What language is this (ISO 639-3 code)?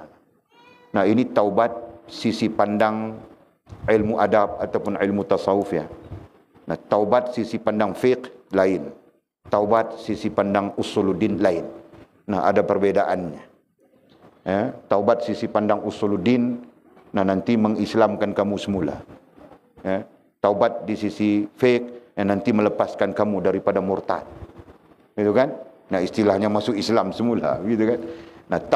msa